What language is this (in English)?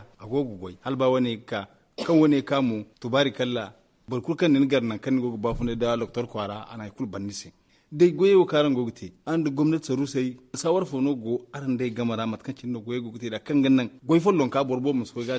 Zarma